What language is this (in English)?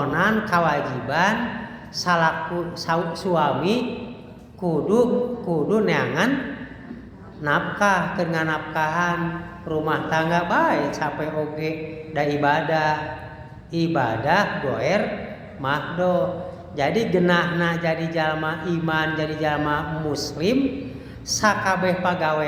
Sundanese